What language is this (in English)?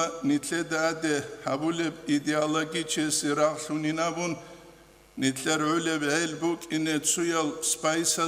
Avaric